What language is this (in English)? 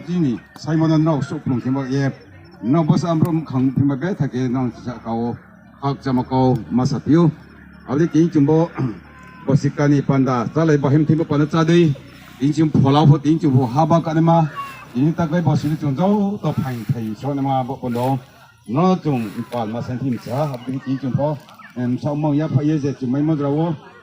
Riang (India)